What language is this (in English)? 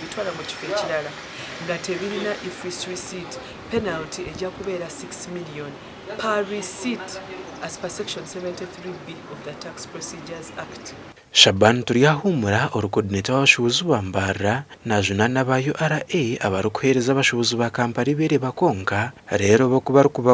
Nyankole